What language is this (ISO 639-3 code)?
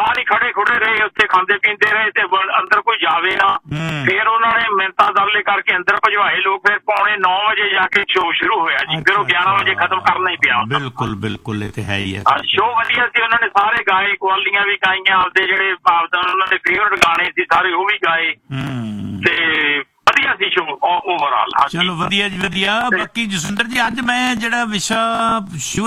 pan